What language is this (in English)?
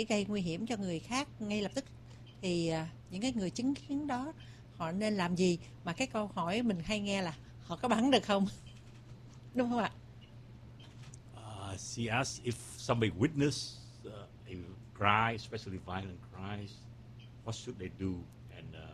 Vietnamese